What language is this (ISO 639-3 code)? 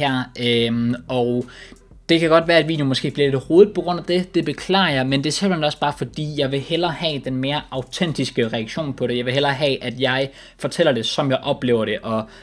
dan